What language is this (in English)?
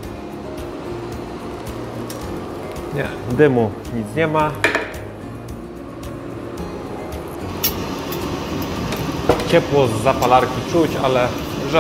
Polish